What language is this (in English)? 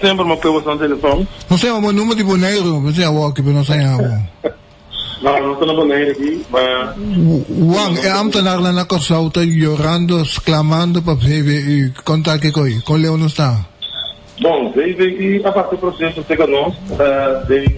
Papiamento